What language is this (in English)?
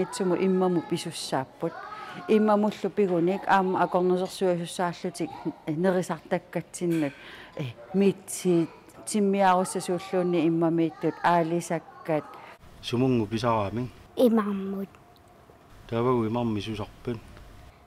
Kalaallisut